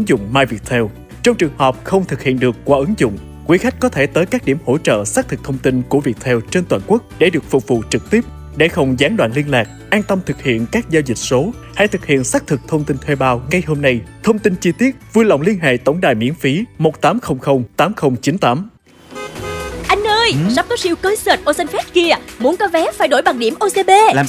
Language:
Vietnamese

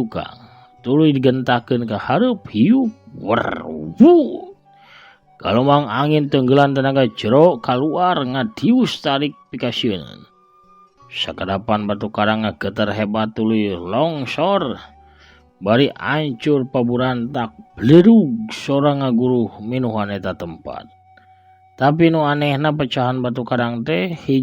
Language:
Sundanese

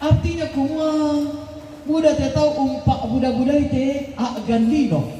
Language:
Toraja-Sa'dan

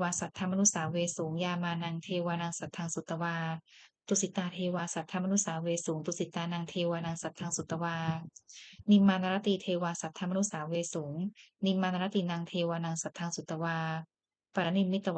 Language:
Pali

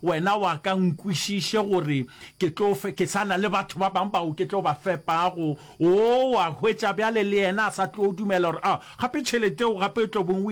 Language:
Northern Sotho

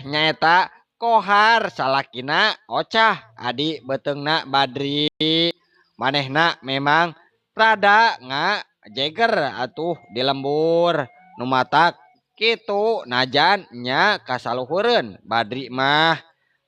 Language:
Sundanese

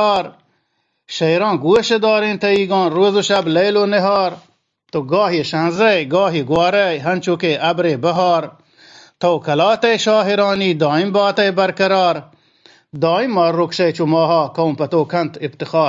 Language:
Eastern Balochi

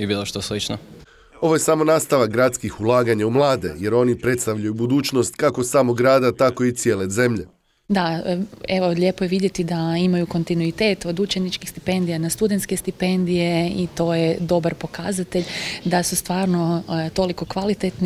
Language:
Croatian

